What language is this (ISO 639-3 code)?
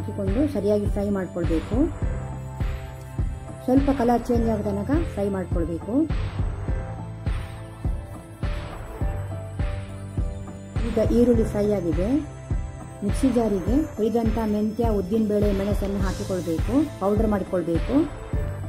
kan